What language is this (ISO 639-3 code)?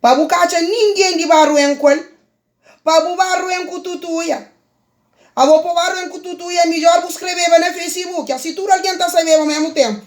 kea